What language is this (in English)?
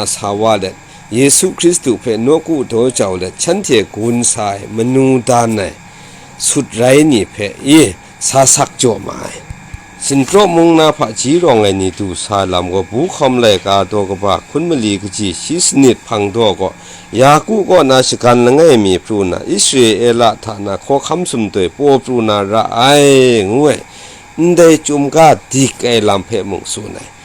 Kachin